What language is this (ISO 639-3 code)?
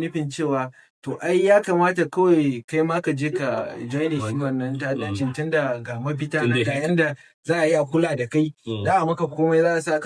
hau